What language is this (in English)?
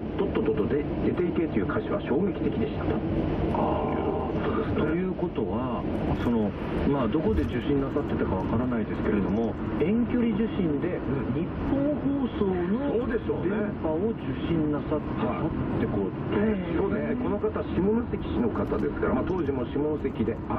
Japanese